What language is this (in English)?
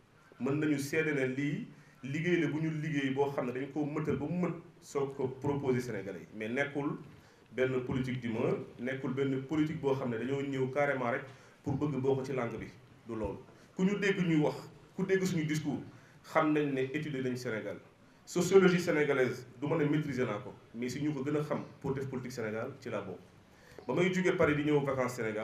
Wolof